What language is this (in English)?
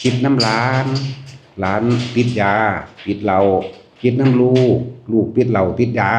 Lao